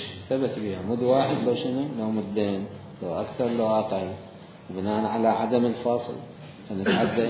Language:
Mesopotamian Arabic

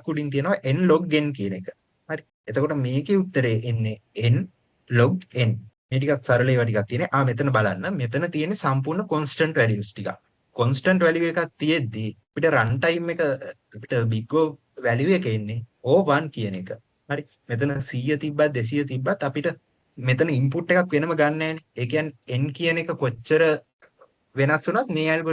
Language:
Sinhala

